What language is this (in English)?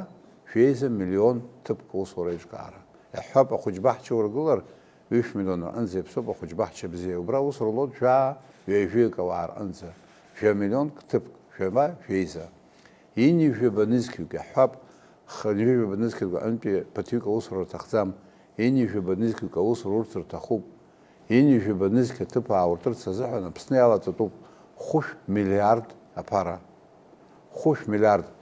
Abkhazian